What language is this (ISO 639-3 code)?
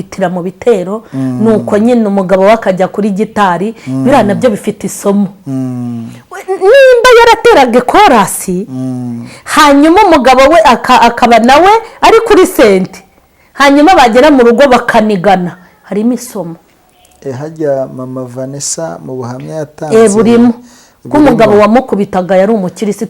kin